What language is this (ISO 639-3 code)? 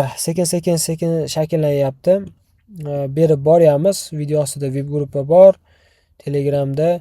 uzb